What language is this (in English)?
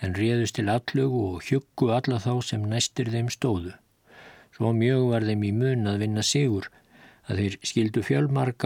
Icelandic